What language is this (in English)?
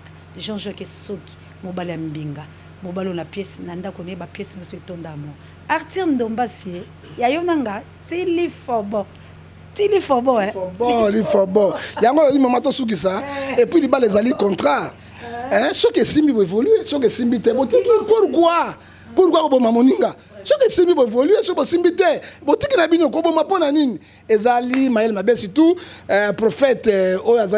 Lingala